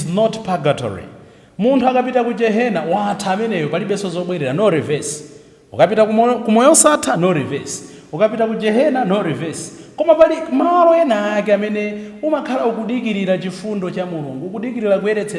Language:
Nyanja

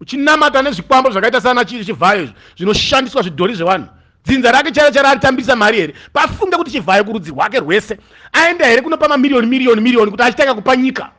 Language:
Shona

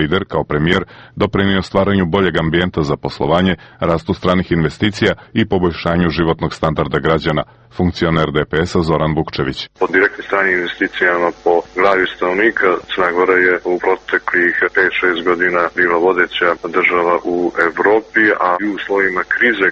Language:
Serbian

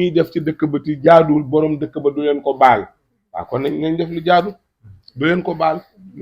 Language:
Wolof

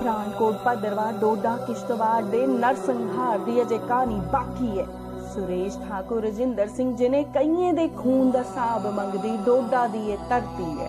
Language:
Dogri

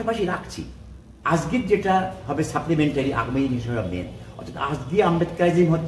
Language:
Bangla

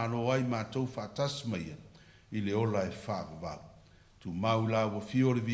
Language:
Samoan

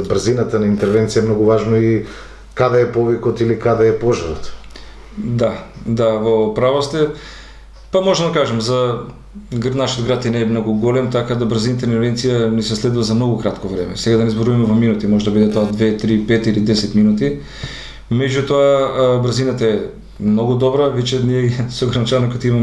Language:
Macedonian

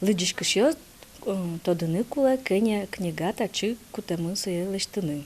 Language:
Udmurt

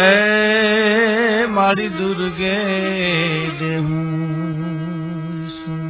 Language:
Gujarati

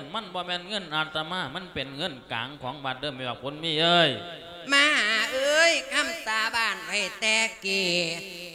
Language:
Lao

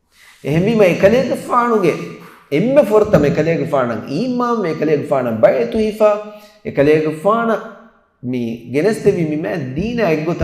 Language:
Divehi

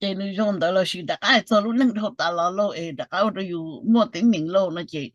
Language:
Hmong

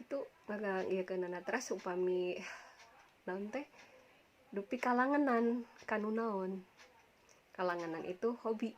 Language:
Sundanese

